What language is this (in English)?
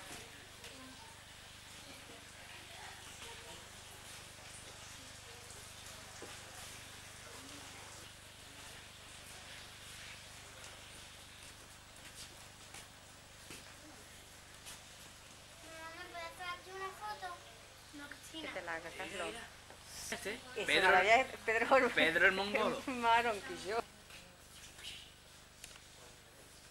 Spanish